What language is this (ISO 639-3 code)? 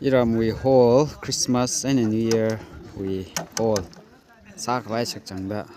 nmf